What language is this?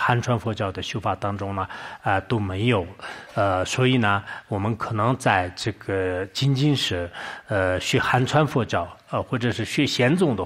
Chinese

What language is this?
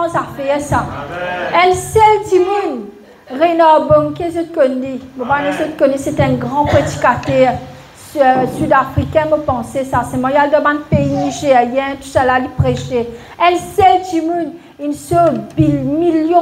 Morisyen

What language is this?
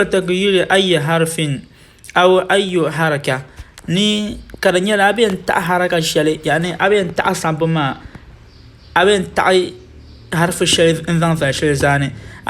Dagbani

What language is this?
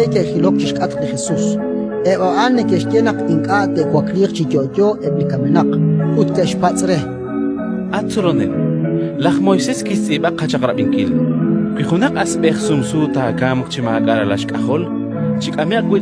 Kekchí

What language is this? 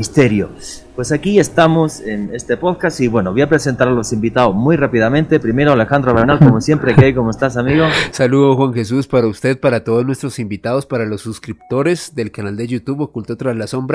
Spanish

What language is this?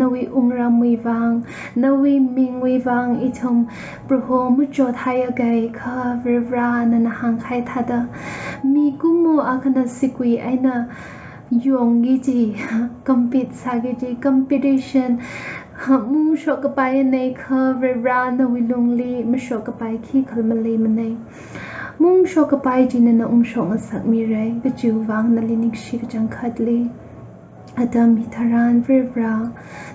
Tangkhul Naga (India)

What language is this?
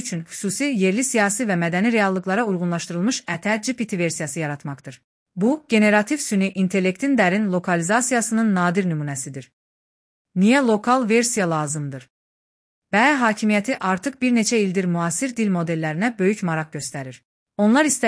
Azerbaijani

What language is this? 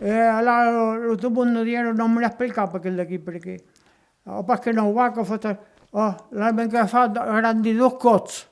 Occitan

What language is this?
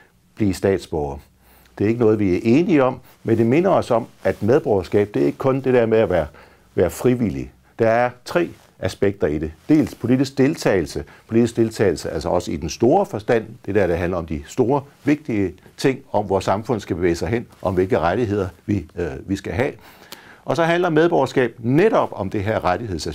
Danish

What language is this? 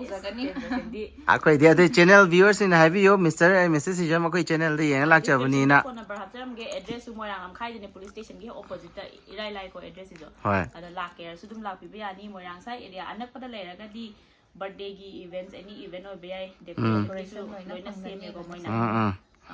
Manipuri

